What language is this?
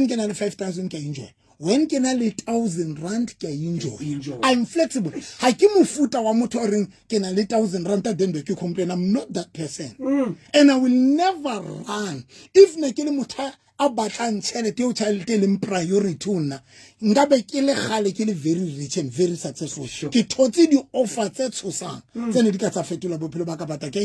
Southern Sotho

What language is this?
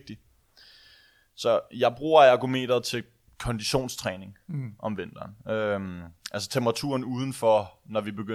Danish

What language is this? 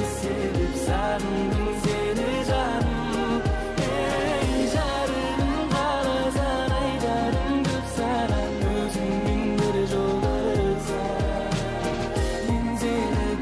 Kara-Kalpak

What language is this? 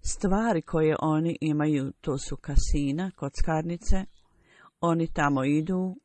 Bosnian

